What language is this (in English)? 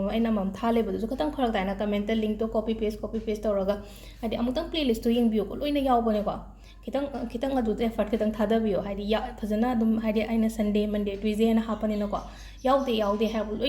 Manipuri